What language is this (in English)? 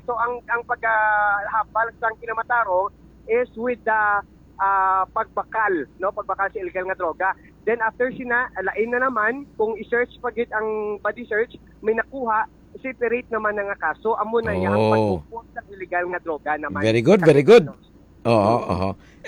Hiligaynon